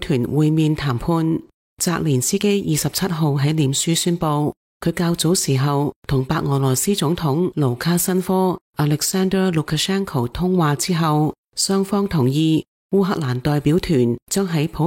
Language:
Cantonese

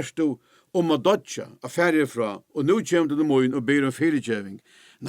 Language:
Faroese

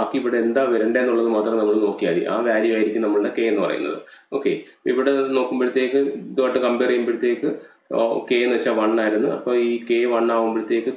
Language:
Malayalam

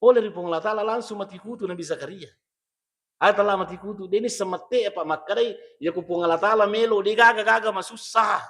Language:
Buginese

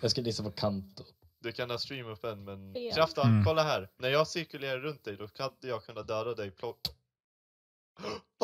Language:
Swedish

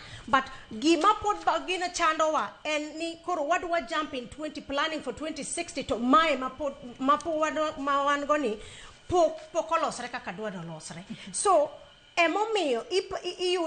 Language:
Luo (Kenya and Tanzania)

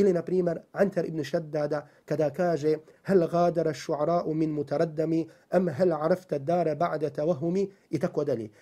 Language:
Bosnian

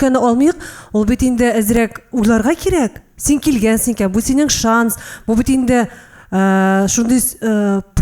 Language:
Tatar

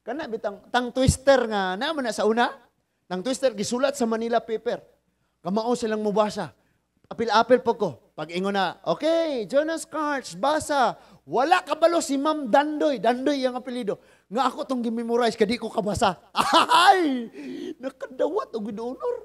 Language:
Cebuano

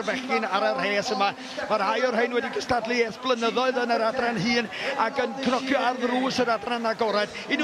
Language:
Welsh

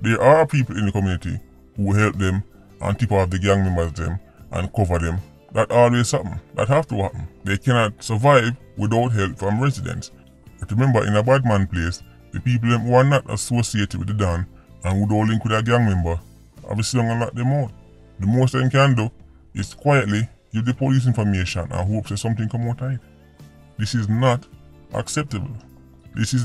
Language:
Jamaican Creole English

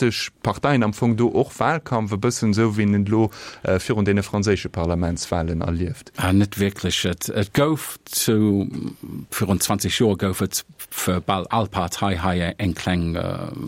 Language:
Luxembourgish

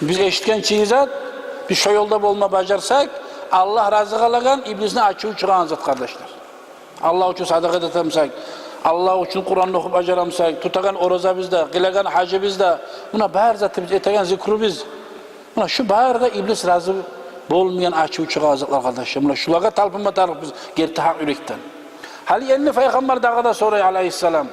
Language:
Kumyk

